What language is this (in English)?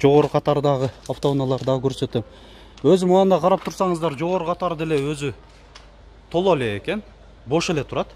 Kyrgyz